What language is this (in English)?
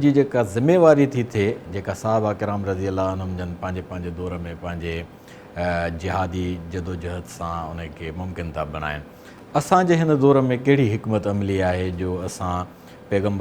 Sindhi